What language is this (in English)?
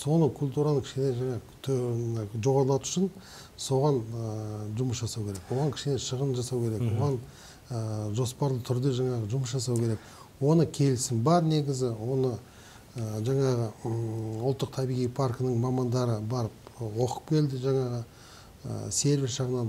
Kazakh